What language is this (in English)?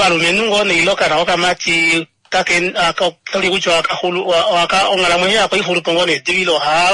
Kuanyama